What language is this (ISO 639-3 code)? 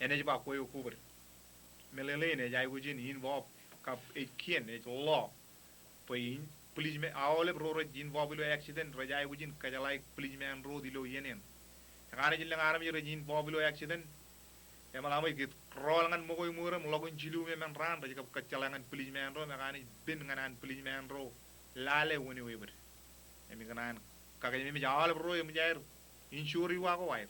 mah